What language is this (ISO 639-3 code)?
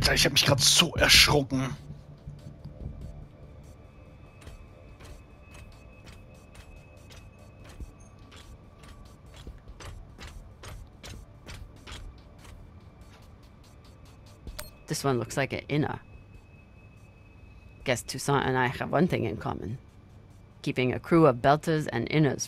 deu